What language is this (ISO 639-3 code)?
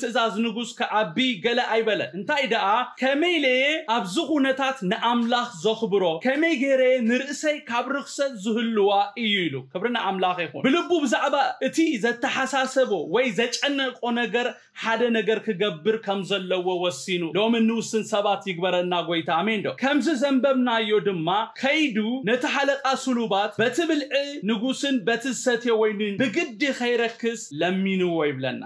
tir